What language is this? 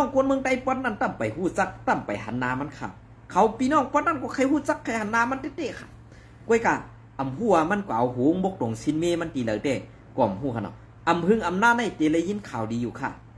Shan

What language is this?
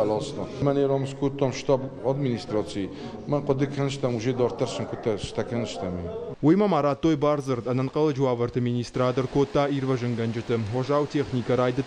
Ossetic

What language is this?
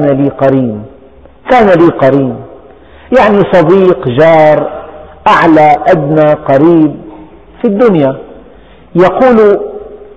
Arabic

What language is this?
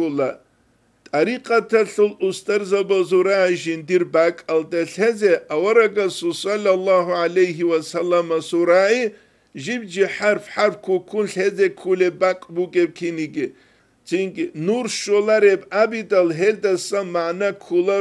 Avaric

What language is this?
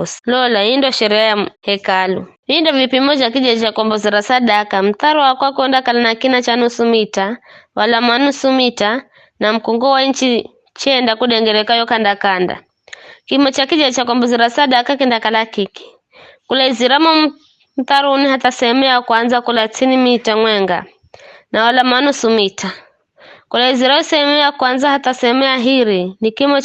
Giryama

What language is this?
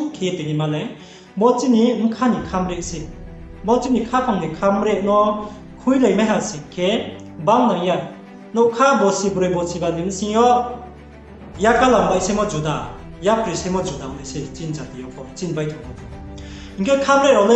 Riang (India)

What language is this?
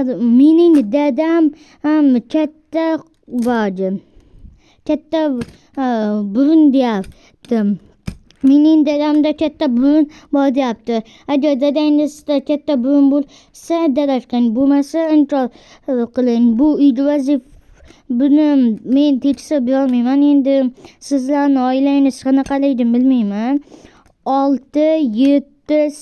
Uzbek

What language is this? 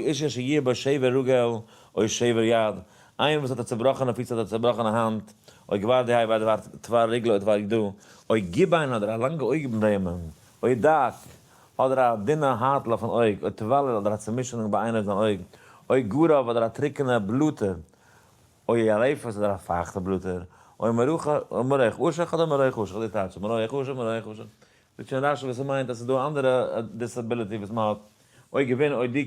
Yiddish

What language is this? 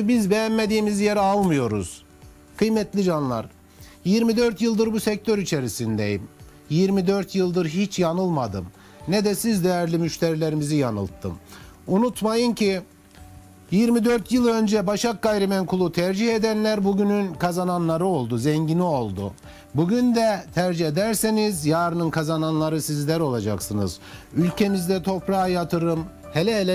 Turkish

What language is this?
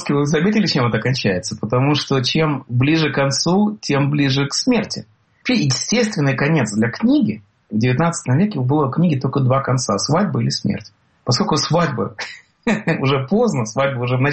Russian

